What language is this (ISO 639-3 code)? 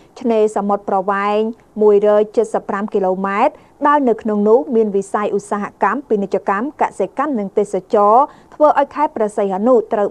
khm